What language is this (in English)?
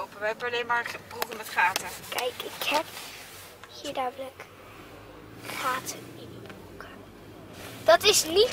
Dutch